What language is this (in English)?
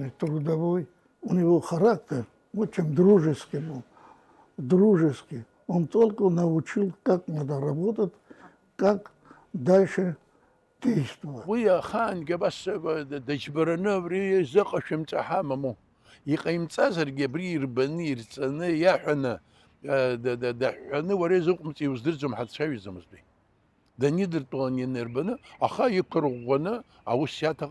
Abkhazian